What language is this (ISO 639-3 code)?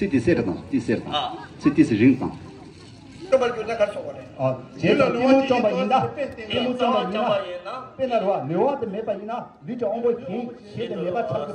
bod